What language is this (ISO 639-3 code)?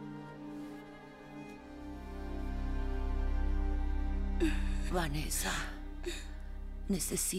spa